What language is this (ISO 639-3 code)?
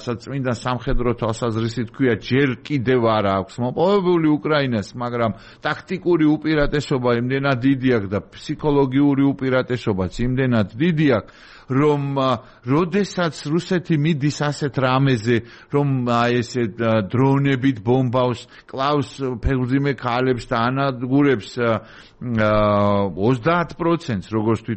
kat